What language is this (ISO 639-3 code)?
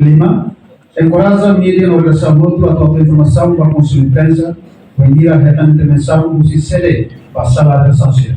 tet